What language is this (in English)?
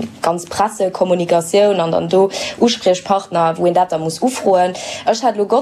Luxembourgish